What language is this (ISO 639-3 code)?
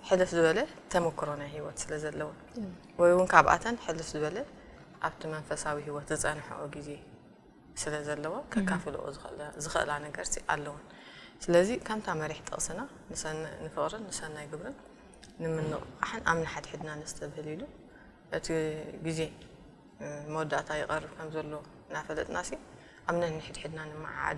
tir